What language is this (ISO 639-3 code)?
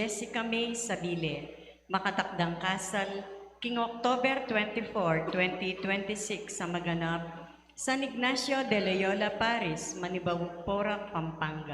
pam